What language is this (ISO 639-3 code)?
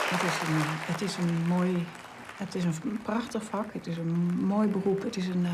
fry